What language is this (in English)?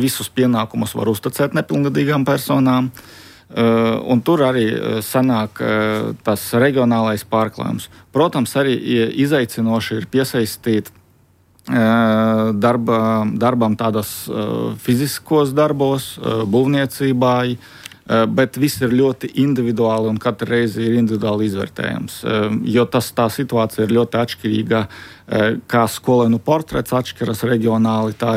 Latvian